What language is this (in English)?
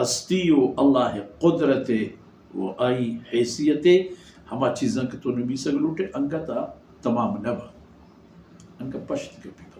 Baluchi